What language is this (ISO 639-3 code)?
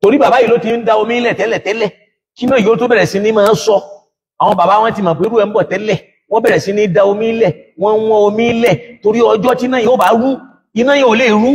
yor